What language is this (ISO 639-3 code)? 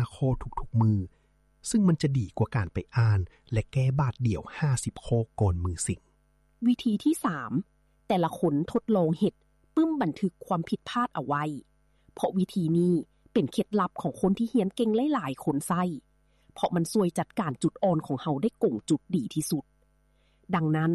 lao